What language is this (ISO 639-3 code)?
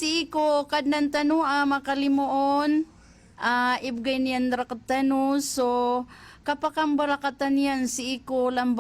mrw